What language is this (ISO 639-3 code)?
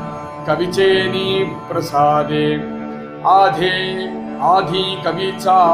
tam